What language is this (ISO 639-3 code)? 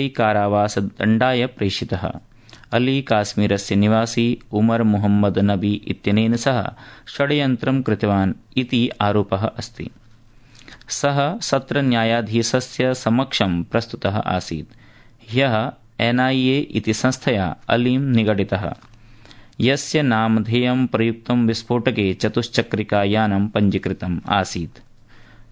san